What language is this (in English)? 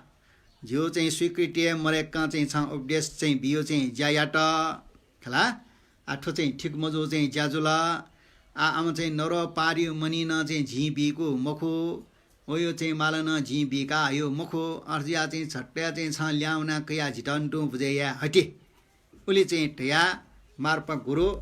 Newari